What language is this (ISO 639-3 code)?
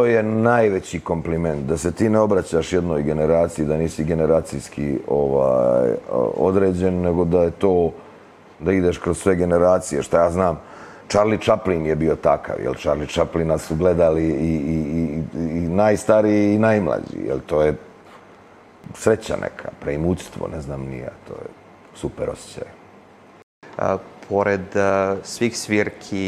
srp